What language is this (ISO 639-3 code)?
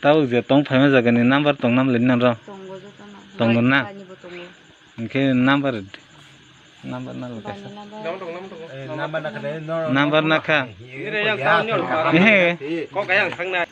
trp